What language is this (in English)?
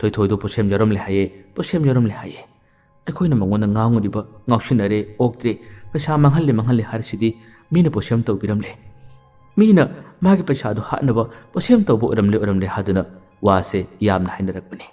Manipuri